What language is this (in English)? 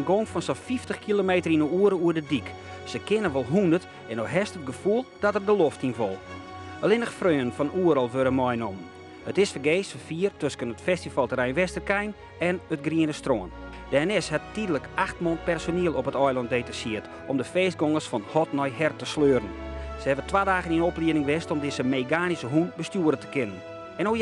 Western Frisian